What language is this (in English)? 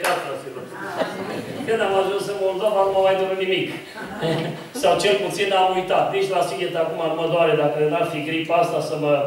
Romanian